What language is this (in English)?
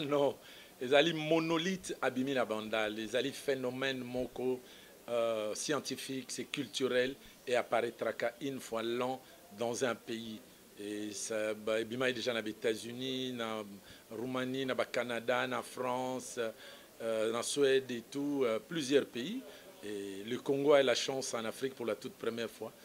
Lingala